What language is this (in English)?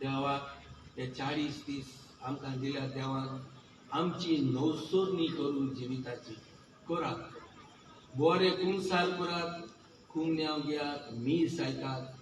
Konkani